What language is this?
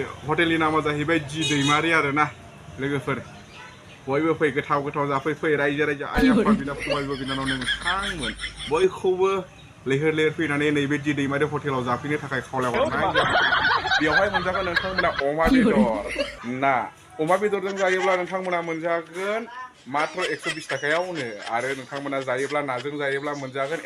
Bodo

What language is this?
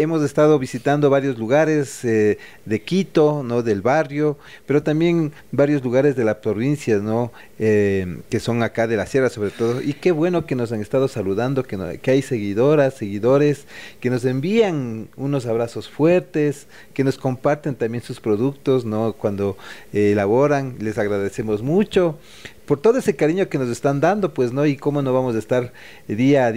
Spanish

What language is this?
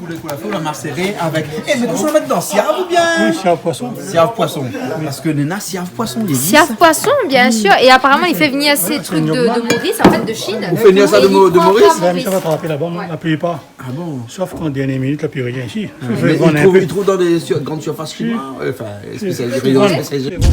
Réunion Creole French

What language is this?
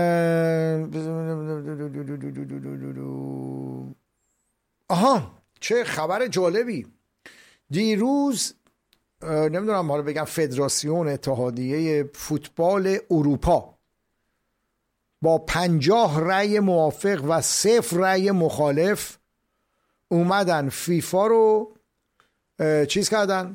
Persian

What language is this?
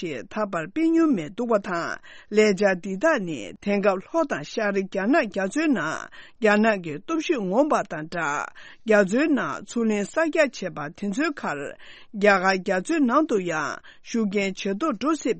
Tibetan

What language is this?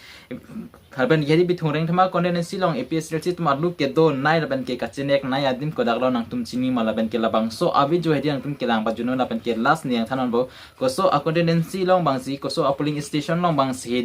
Karbi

